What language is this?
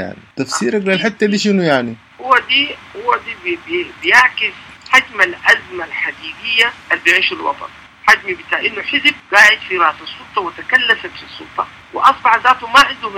Sudanese Arabic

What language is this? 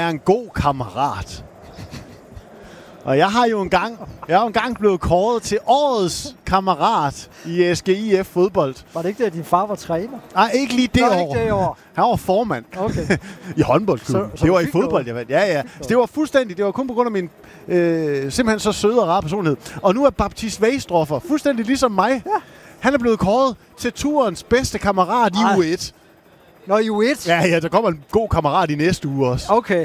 Danish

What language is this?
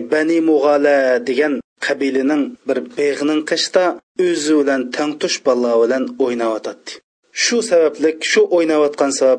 Uyghur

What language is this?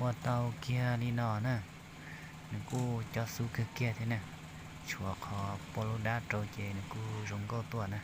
Hmong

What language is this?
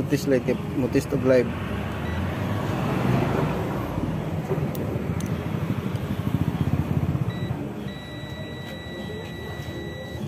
Filipino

